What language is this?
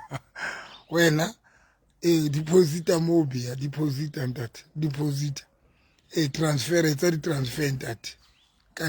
Southern Sotho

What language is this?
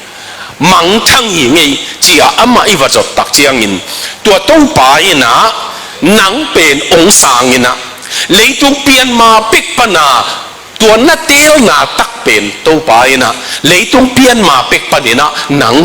Tedim Chin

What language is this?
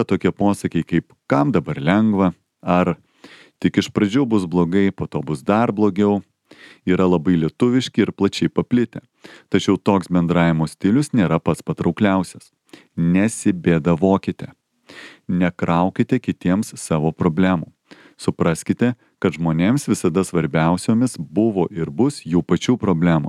Lithuanian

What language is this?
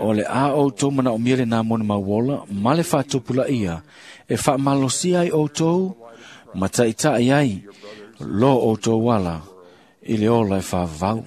Samoan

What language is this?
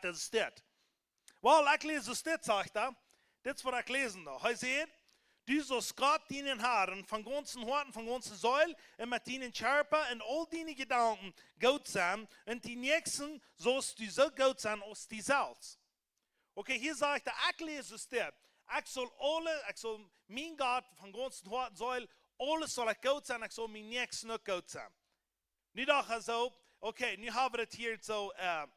Plautdietsch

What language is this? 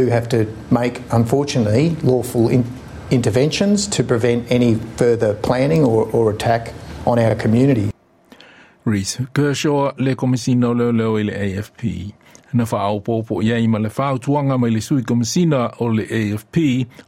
Samoan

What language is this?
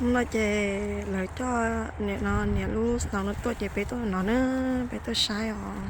Hmong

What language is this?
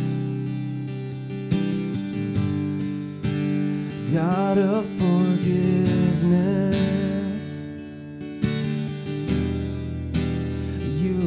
Romanian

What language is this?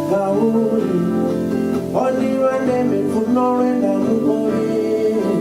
Venda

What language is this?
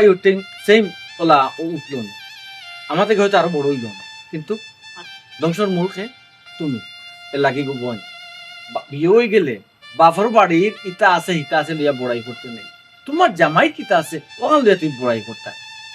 Sylheti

